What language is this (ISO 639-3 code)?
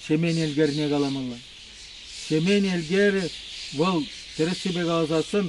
chv